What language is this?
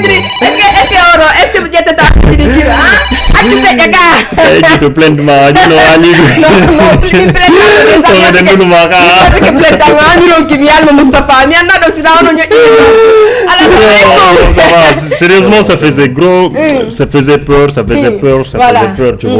Fula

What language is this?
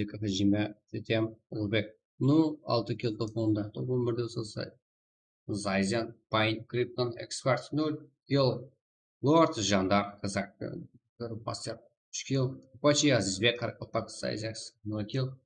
Kara-Kalpak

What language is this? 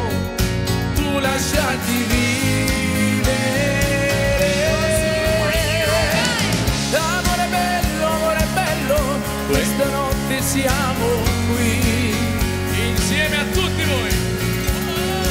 Italian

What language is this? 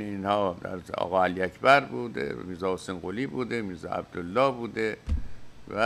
Persian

